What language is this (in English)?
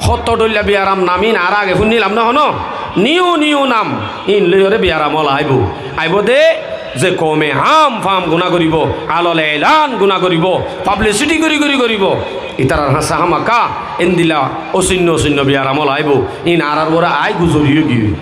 Rohingya